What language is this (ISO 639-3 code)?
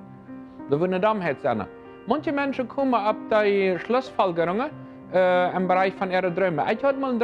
pdt